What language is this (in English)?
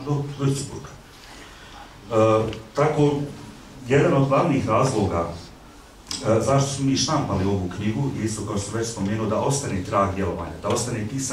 Bosnian